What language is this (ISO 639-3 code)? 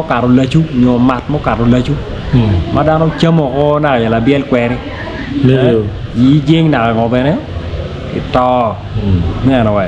ach